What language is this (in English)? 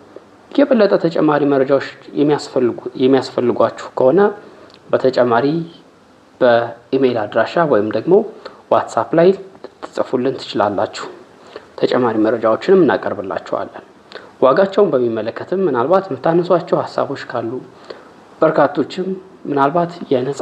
Amharic